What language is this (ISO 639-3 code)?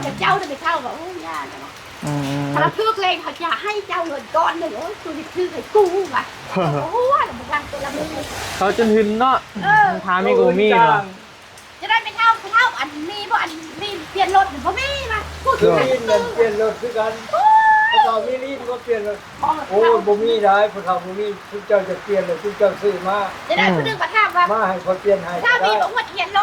tts